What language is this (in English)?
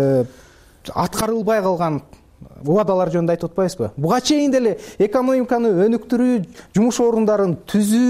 Kyrgyz